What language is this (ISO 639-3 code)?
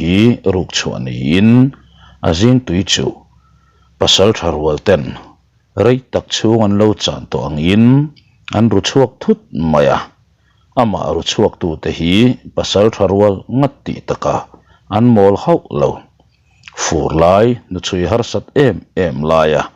lus